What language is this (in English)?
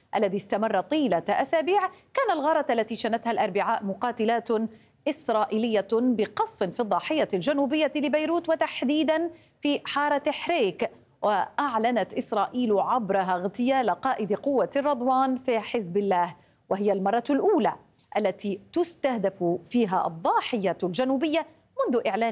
Arabic